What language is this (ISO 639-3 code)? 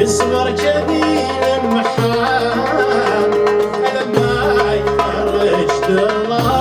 kab